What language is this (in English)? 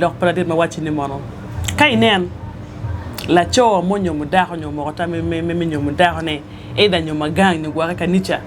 Acoli